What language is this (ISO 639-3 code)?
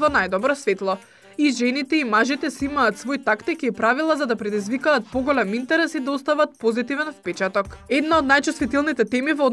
mkd